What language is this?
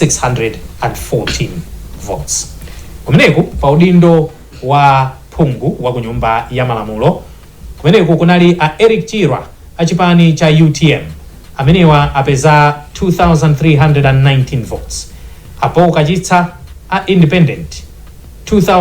Nyanja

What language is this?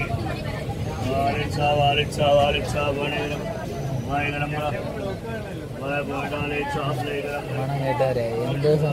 Malayalam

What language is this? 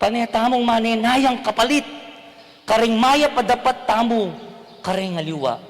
Pampanga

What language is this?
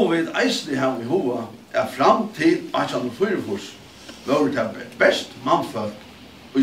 Faroese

